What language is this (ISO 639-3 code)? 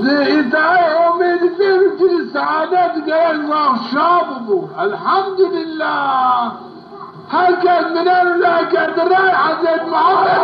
zza